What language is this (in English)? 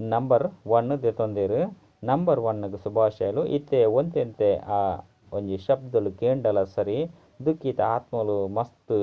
Tulu